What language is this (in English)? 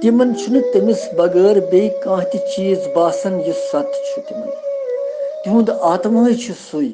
Kashmiri